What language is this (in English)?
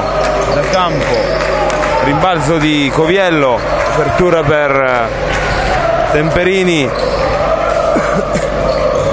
Italian